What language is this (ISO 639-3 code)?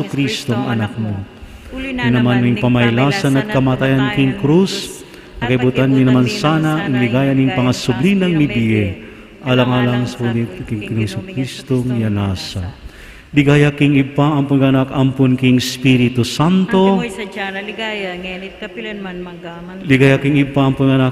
pam